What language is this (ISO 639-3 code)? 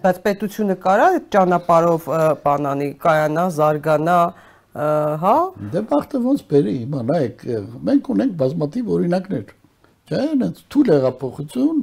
hye